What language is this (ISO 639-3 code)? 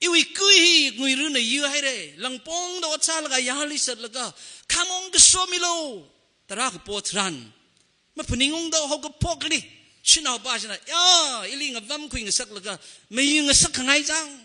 nmf